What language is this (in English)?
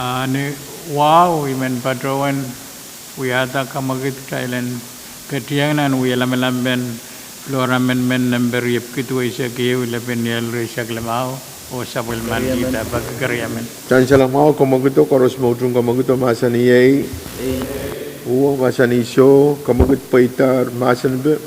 Pohnpeian